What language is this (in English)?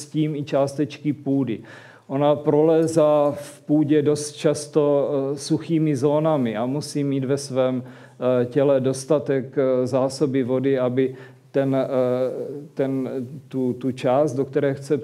Czech